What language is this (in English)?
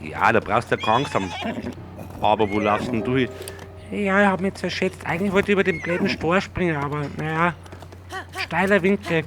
Bavarian